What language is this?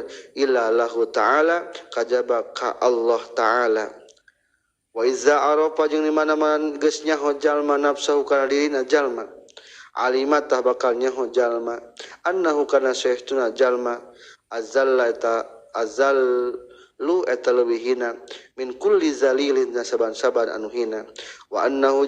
Sundanese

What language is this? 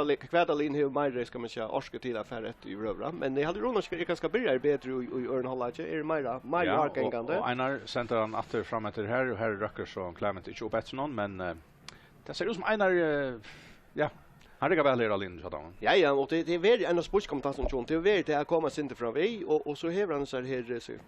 Faroese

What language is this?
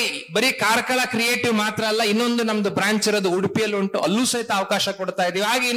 Kannada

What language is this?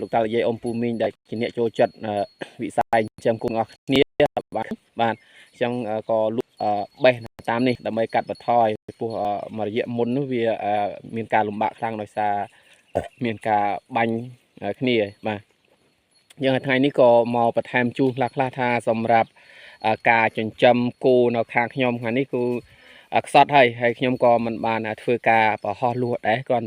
Khmer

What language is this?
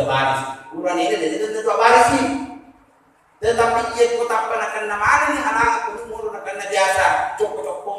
Buginese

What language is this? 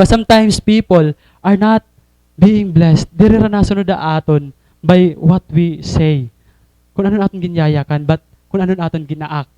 Waray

